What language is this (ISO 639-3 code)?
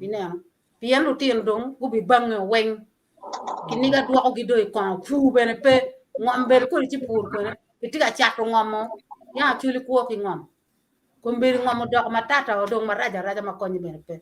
ach